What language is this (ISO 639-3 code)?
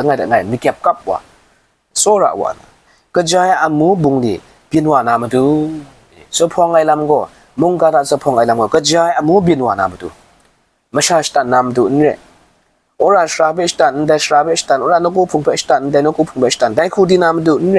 kac